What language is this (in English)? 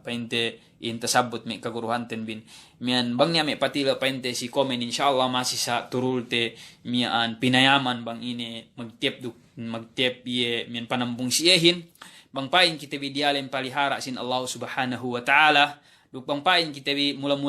Yakan